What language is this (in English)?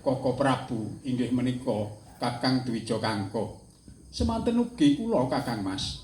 Javanese